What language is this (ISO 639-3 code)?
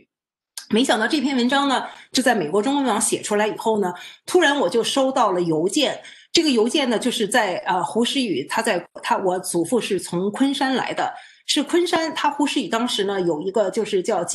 zho